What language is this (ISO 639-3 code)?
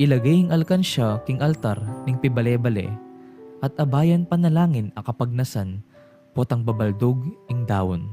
pam